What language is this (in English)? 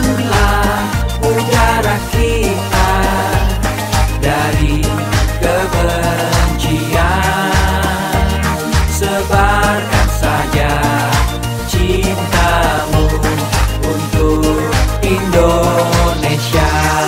Indonesian